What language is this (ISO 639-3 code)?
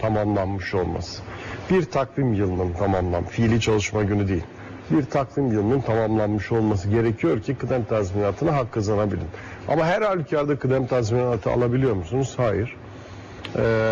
tur